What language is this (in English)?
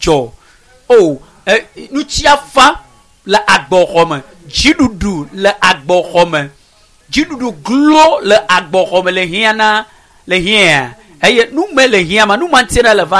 Ewe